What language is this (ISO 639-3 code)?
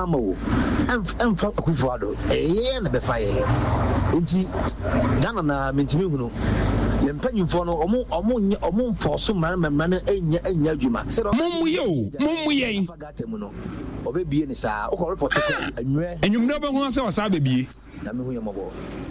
aka